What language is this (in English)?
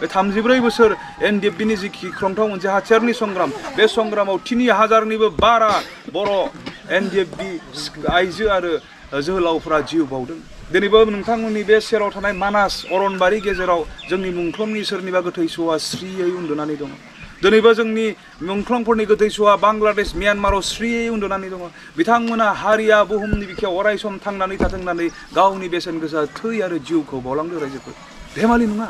Bodo